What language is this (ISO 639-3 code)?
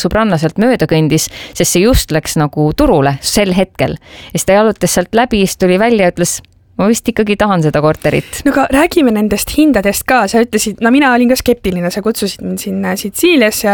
est